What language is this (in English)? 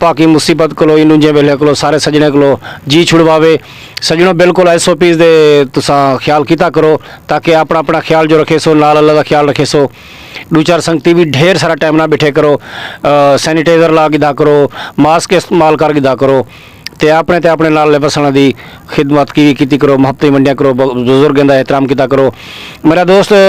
Saraiki